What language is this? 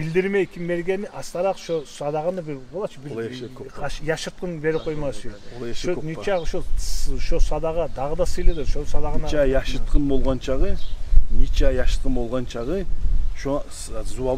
Kumyk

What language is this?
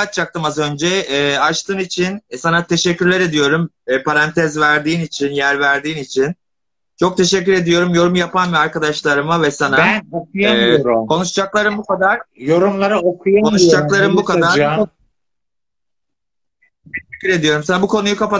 Turkish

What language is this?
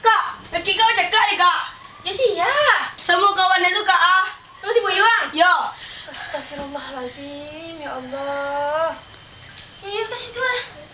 Minangkabau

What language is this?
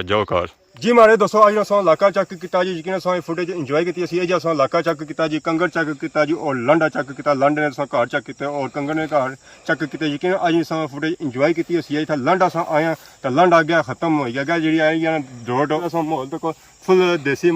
Pahari-Potwari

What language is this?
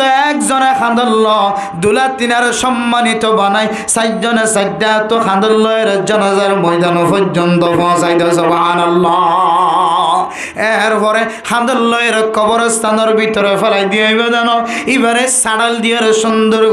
Rohingya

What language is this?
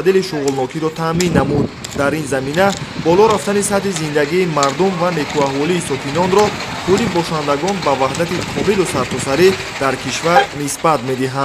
Tajik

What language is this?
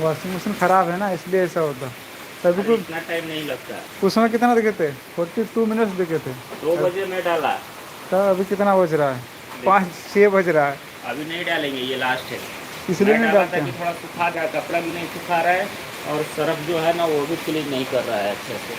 Santali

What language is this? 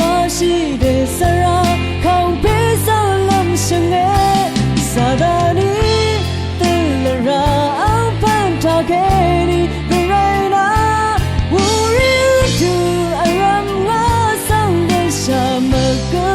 Rawang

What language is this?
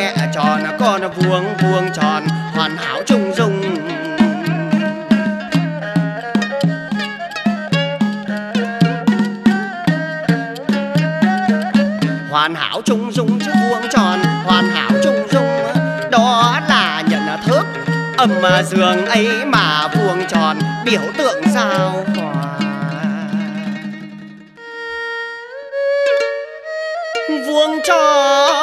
Vietnamese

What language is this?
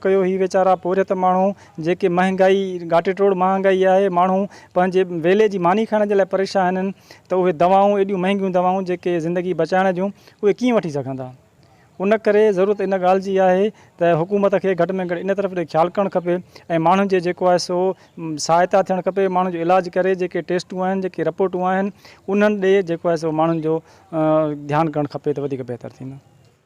Sindhi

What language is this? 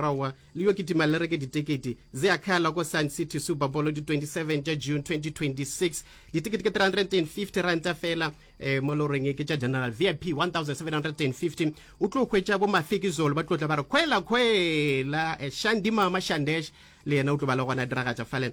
Northern Sotho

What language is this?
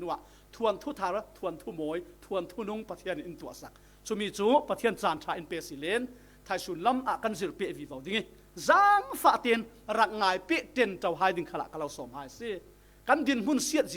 Falam Chin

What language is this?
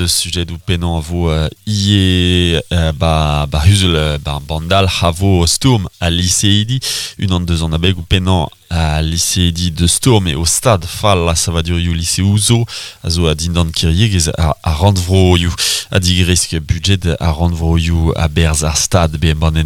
Breton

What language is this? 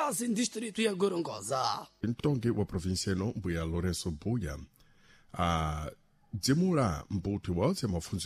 Sena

